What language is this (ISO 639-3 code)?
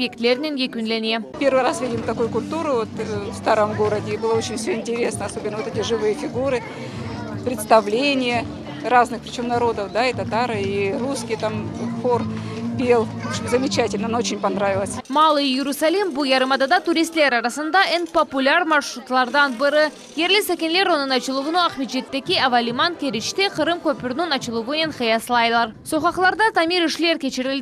crh